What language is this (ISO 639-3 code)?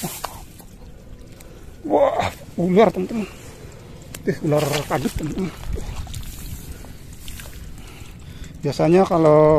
ind